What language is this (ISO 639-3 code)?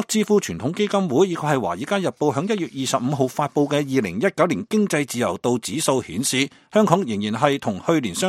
yue